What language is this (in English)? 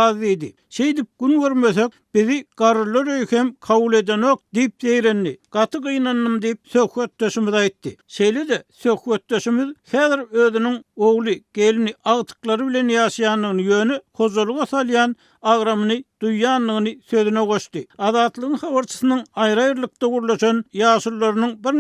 Turkmen